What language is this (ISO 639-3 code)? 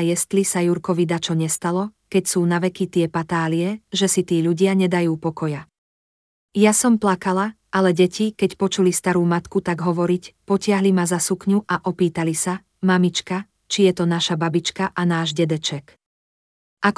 slk